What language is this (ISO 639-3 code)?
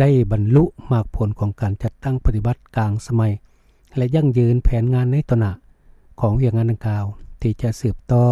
lao